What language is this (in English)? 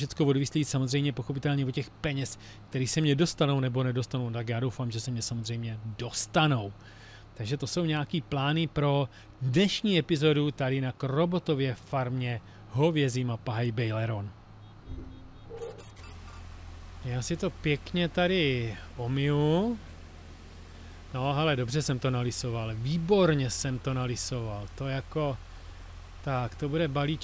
Czech